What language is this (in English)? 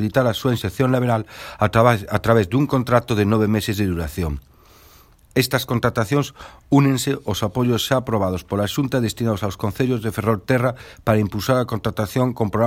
Galician